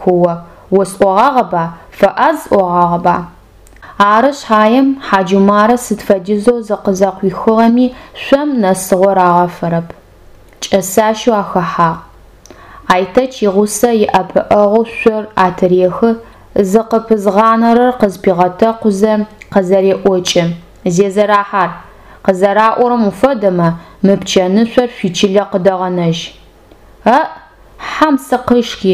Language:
Adyghe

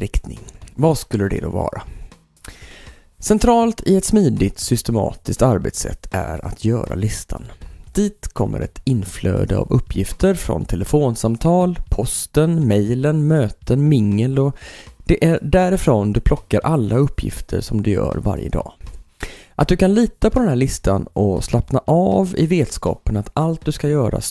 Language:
Swedish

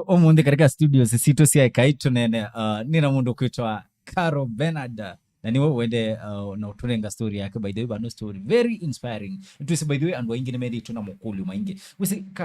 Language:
Kamba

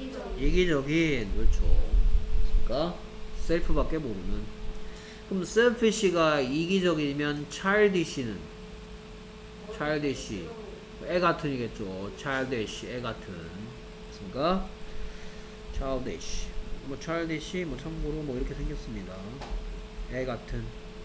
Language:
Korean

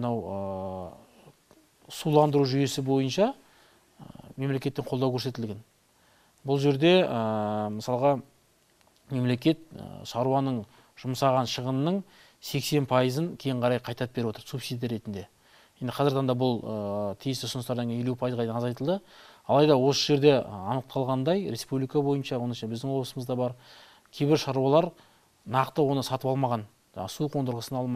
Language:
Kazakh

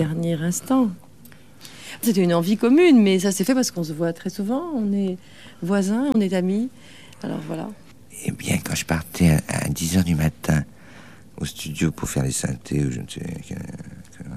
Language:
French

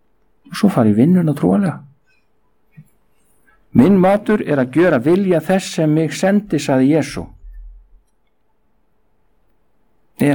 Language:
Icelandic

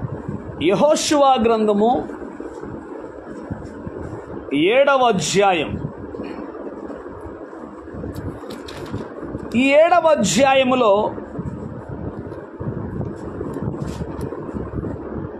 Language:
Telugu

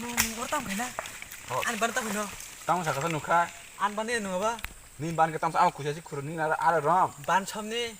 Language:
Kok Borok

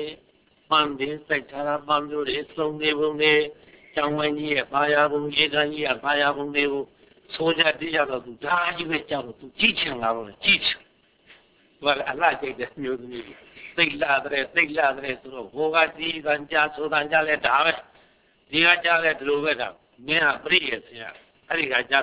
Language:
Burmese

